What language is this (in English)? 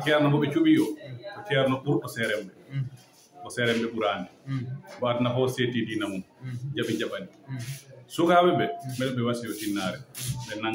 Fula